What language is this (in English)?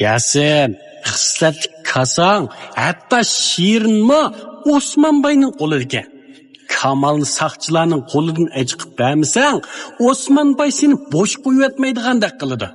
Uyghur